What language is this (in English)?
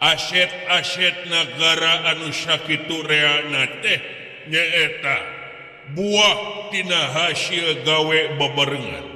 Sundanese